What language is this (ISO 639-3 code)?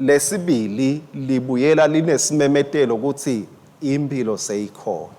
ssw